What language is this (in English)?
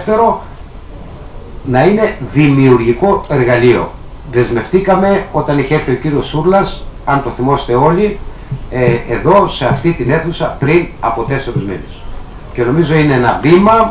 Greek